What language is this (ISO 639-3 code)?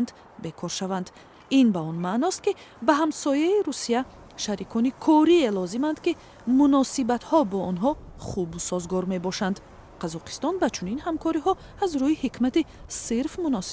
tgk